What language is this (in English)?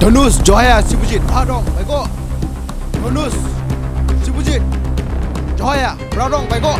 Dimasa